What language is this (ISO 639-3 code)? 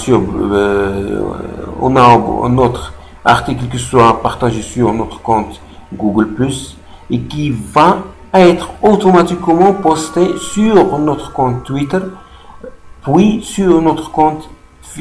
fra